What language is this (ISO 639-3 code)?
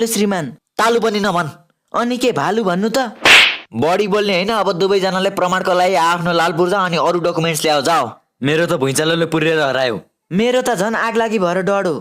nep